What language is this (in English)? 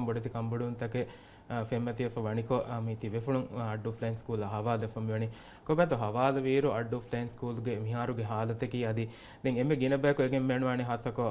Divehi